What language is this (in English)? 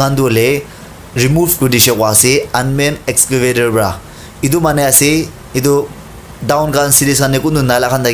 Naga Pidgin